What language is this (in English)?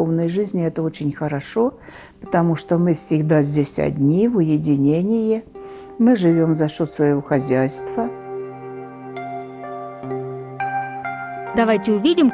Russian